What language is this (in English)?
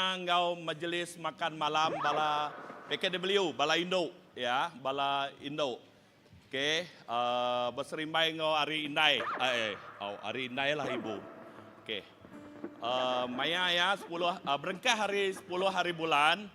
Iban